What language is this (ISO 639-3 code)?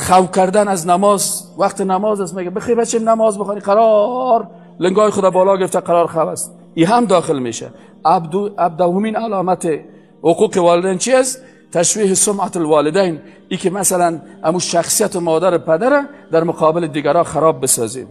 fas